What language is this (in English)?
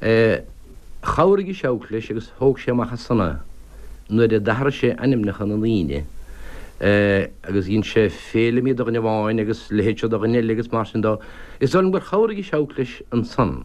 Irish